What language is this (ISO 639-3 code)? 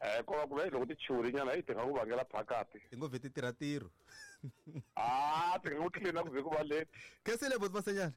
tso